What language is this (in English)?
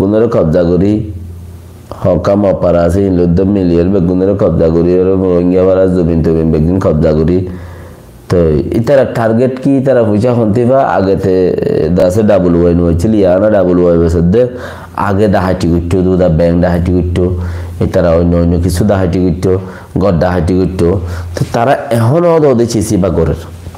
Rohingya